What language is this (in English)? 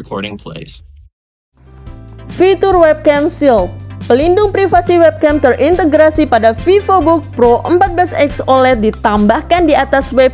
Indonesian